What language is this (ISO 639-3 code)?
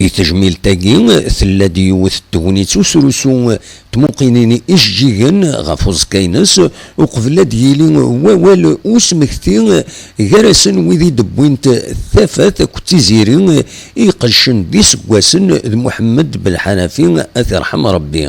kab